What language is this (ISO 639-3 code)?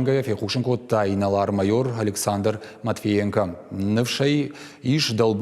oss